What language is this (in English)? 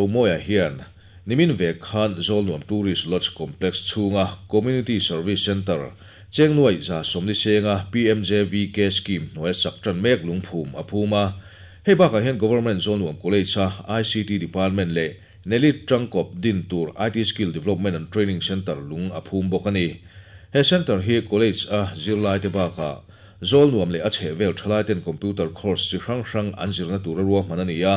Mizo